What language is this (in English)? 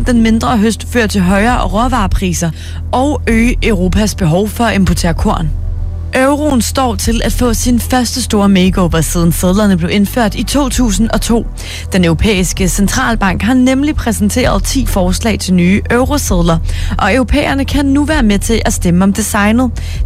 Danish